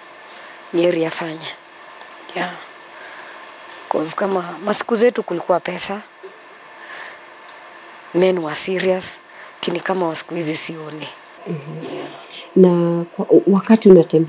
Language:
Swahili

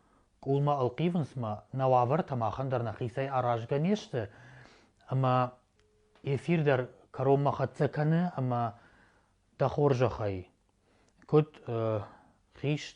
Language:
Ossetic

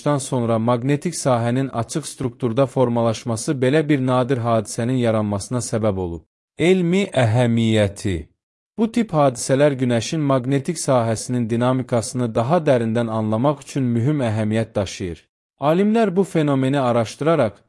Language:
Azerbaijani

